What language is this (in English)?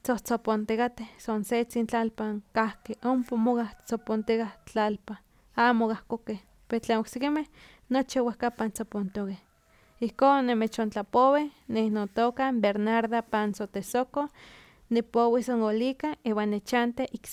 Slovenian